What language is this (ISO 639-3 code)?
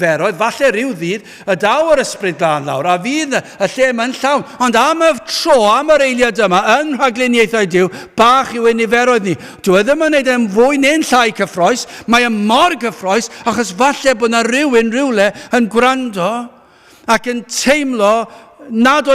cym